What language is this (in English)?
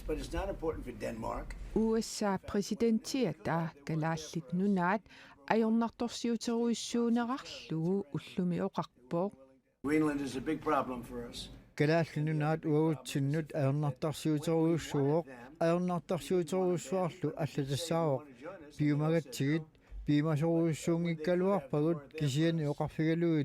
Kalaallisut